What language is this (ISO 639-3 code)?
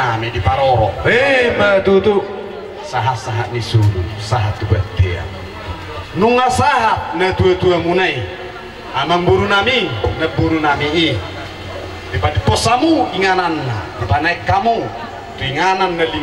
bbc